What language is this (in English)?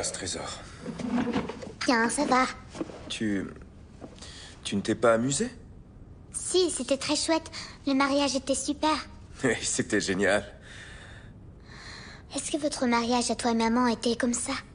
French